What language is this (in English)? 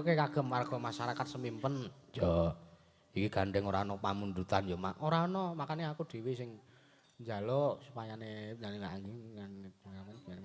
Javanese